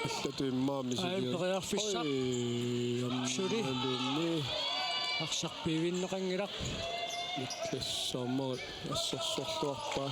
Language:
Kalaallisut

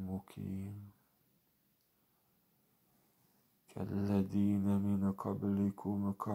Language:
Arabic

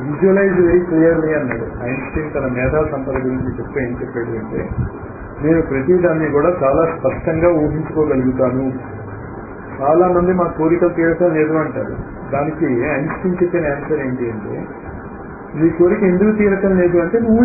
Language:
Telugu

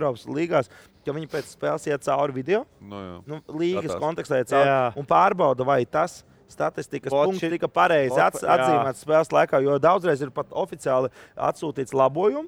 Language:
Latvian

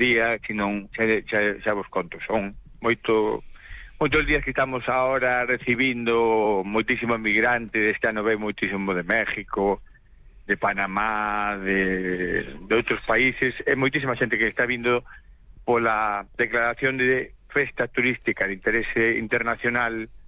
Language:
Galician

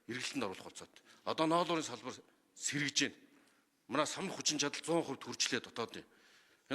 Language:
Mongolian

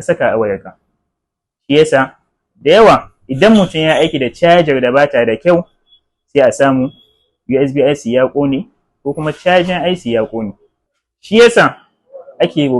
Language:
Hausa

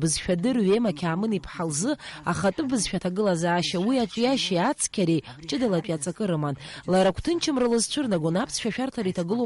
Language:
Abkhazian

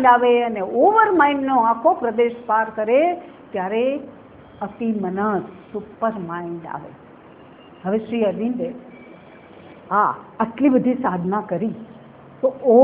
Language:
Gujarati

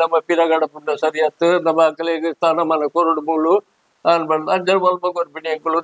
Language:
Tulu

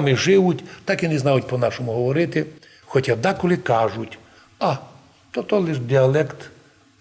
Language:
Rusyn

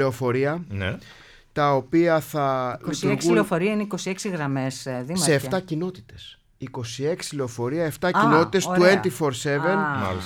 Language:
Greek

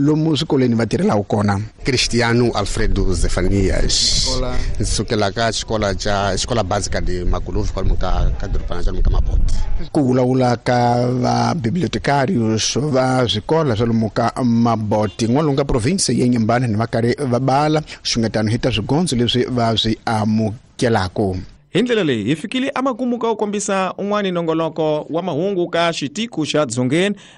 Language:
Tsonga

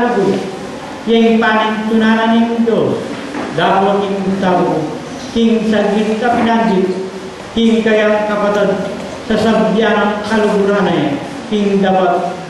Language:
Pampanga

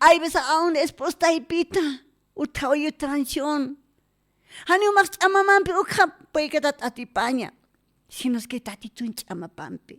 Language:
Aymara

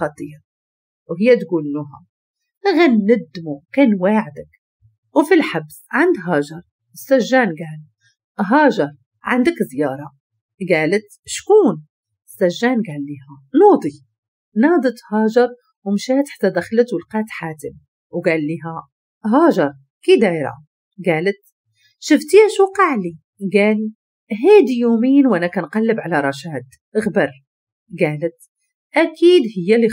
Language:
Moroccan Arabic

